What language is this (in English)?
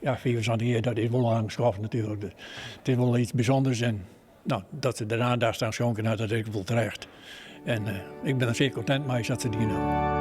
Western Frisian